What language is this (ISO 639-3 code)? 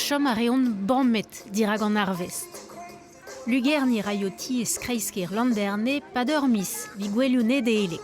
bre